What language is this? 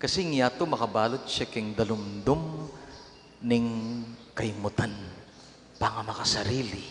Pampanga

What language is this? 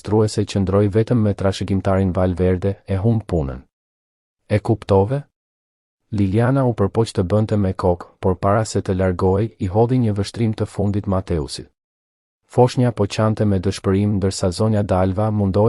Albanian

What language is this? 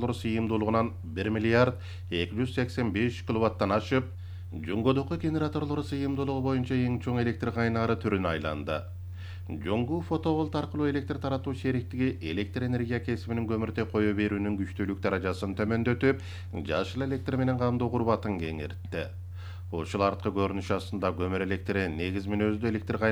Kyrgyz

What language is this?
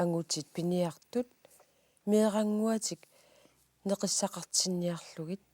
Kalaallisut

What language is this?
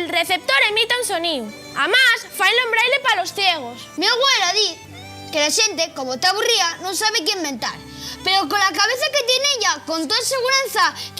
Asturian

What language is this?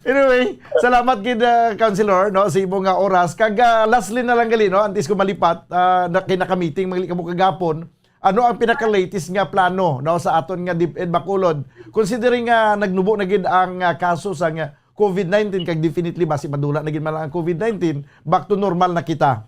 Hiligaynon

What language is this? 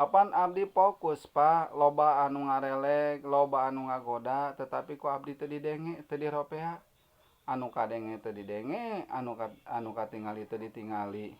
Sundanese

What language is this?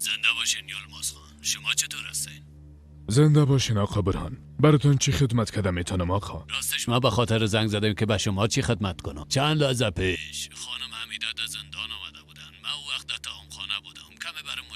Persian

